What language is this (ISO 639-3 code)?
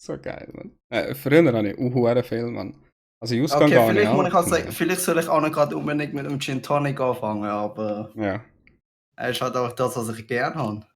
gsw